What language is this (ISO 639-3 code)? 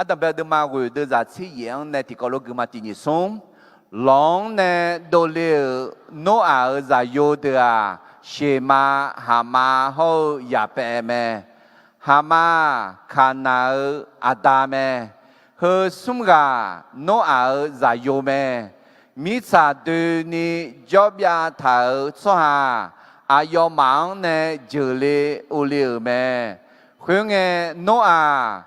ahk